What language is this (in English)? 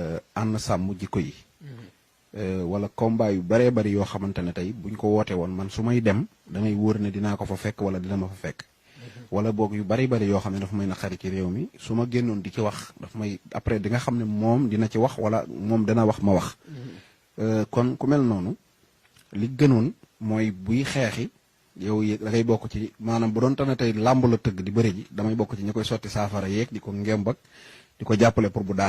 Wolof